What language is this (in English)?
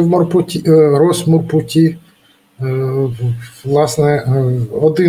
Ukrainian